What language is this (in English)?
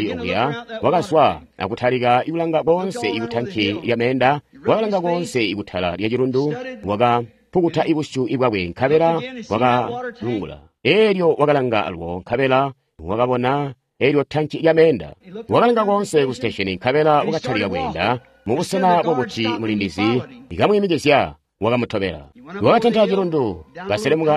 Tonga (Zambia)